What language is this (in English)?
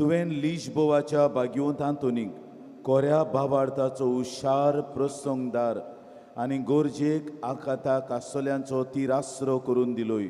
Konkani